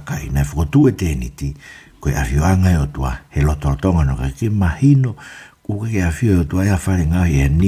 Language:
Tongan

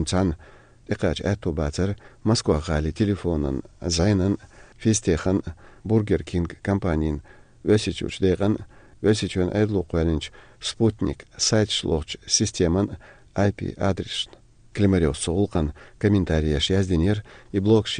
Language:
Chechen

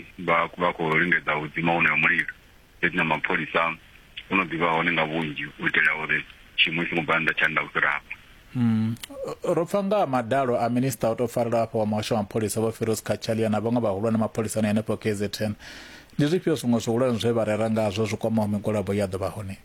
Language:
Venda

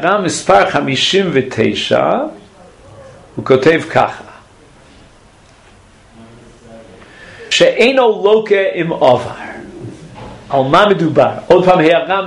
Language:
Hebrew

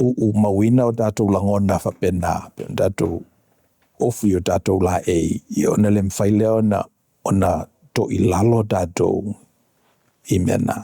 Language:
Samoan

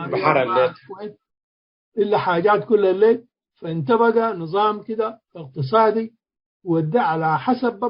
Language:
Tigre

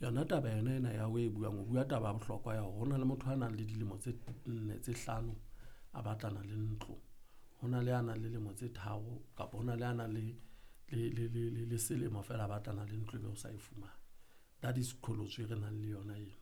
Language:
Southern Sotho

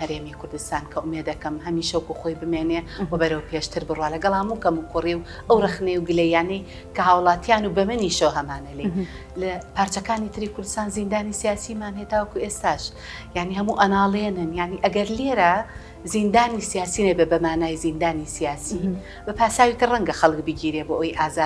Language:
Central Kurdish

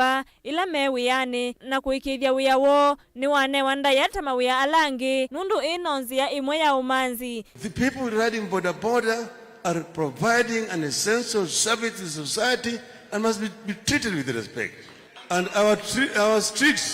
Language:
Kamba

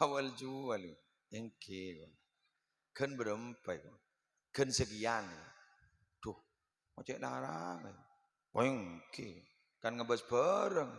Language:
Madurese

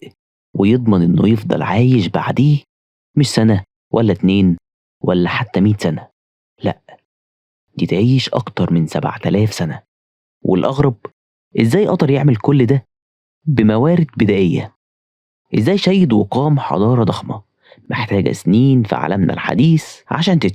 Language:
Egyptian Arabic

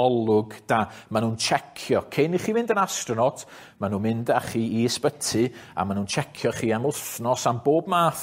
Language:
Welsh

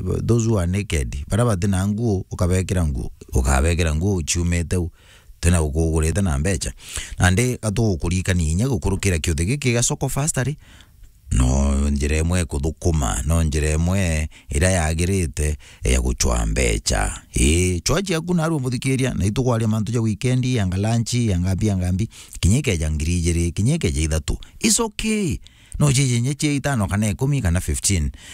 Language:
Meru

